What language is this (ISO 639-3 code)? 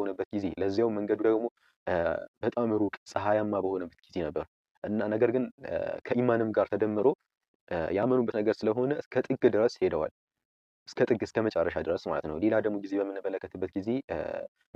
amh